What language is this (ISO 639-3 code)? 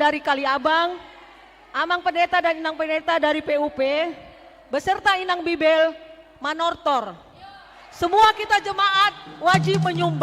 bbc